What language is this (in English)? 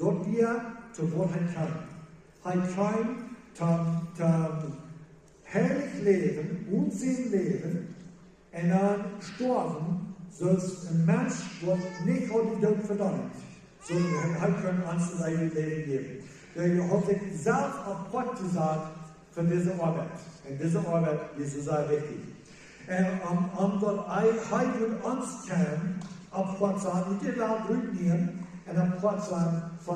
Plautdietsch